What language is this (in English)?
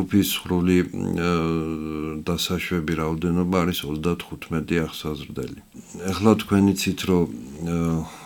Georgian